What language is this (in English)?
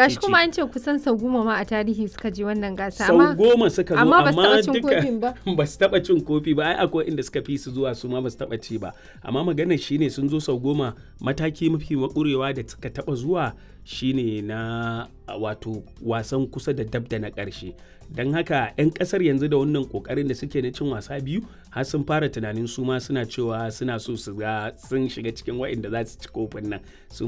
Hausa